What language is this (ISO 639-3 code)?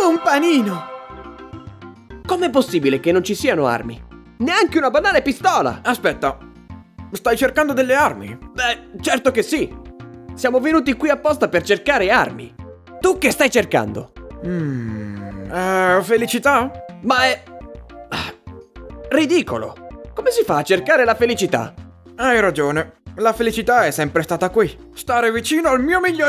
ita